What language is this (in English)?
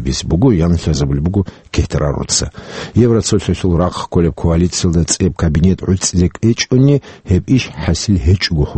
Avaric